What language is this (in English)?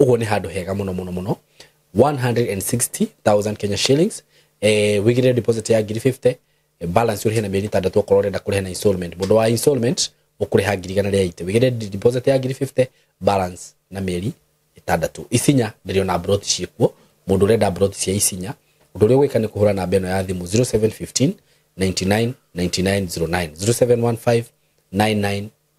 Kikuyu